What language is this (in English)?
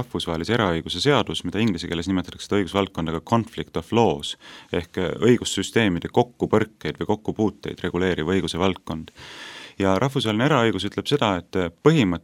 Estonian